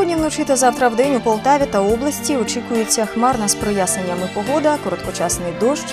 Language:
Ukrainian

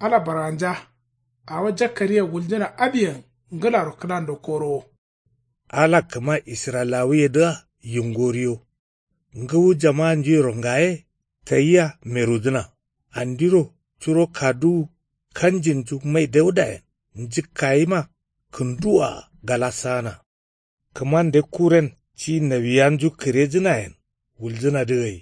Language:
Kanuri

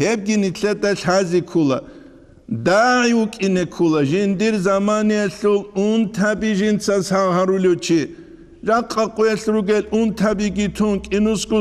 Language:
Avaric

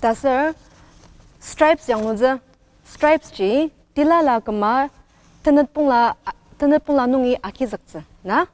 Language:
Ao Naga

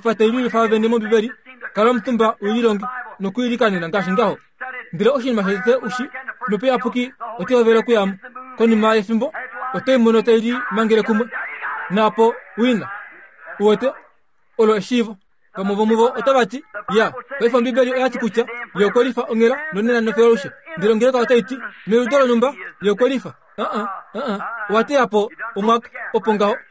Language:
Kuanyama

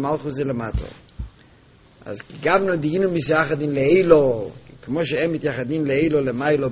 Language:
Hebrew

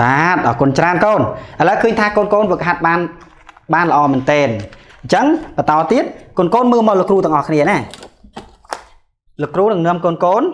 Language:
Khmer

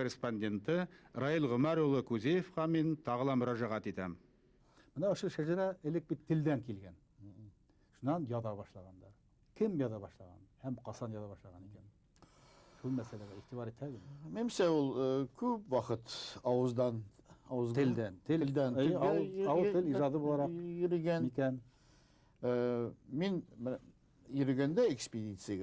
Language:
Bashkir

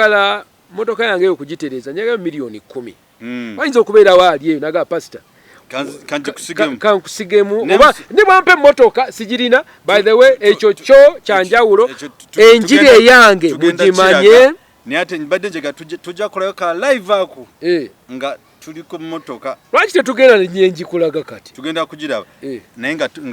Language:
Ganda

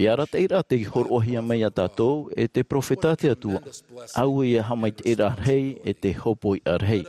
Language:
Tahitian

